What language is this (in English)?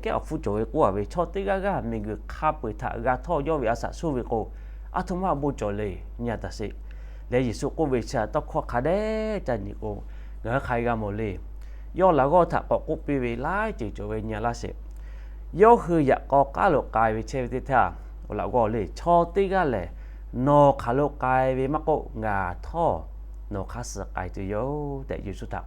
Lahu